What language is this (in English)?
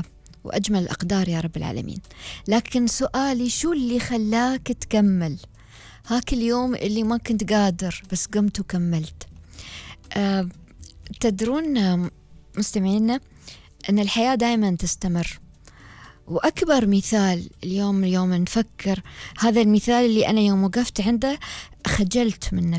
Gulf Arabic